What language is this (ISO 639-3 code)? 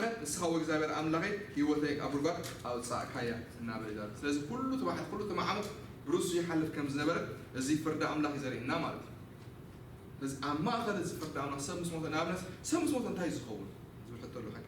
tir